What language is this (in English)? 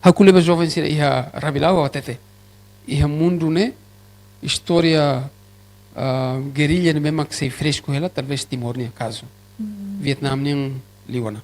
Tetum